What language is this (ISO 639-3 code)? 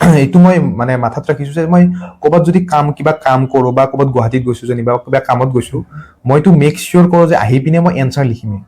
asm